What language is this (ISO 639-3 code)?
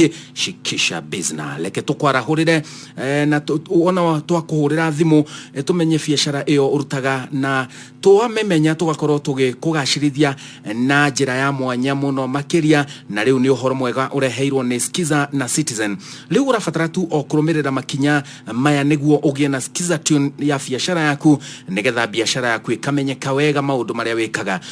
kik